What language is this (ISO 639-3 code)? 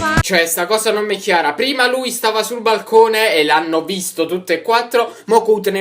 nap